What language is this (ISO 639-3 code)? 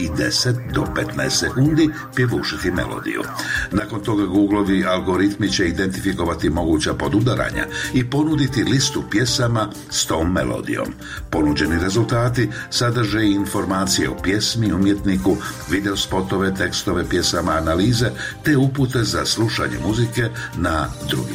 bos